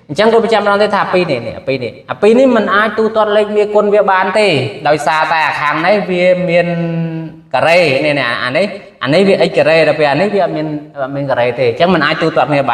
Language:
Khmer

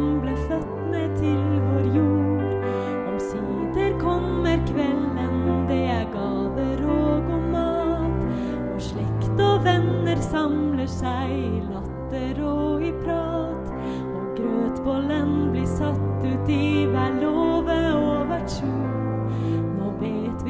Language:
Norwegian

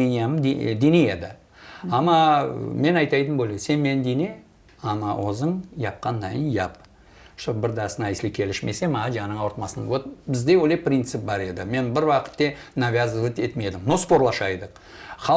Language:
Crimean Tatar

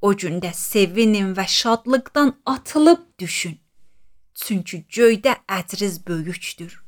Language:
Azerbaijani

